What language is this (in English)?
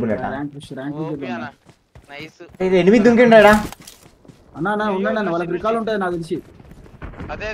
Telugu